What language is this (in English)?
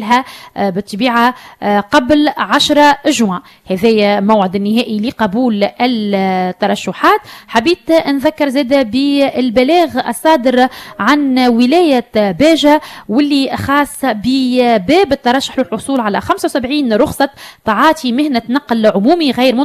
Tunisian Arabic